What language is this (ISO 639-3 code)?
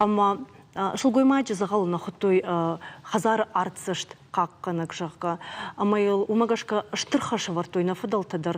oss